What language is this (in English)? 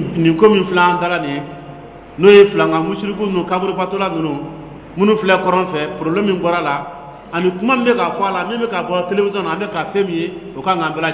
Dyula